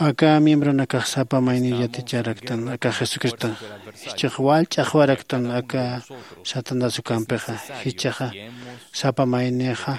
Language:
Aymara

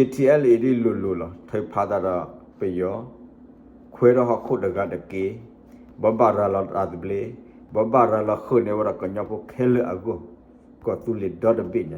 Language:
S'gaw Karen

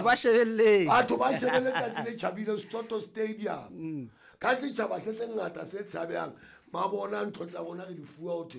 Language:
Southern Sotho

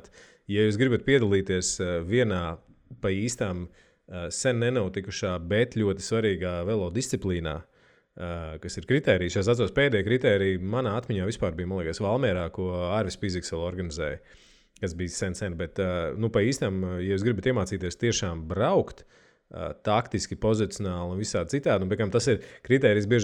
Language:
Latvian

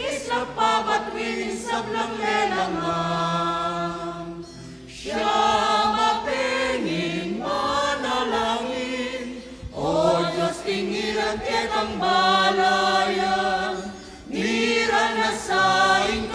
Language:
Pampanga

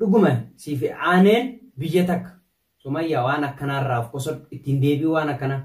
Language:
Oromo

